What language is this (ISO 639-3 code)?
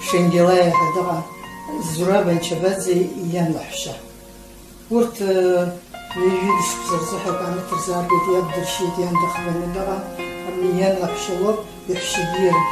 abk